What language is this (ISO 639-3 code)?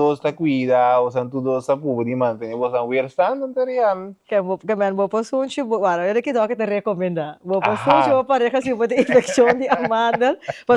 pap